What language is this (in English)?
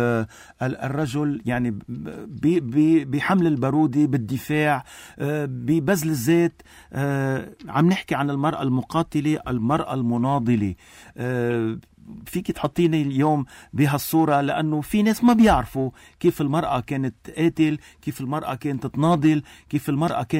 North Levantine Arabic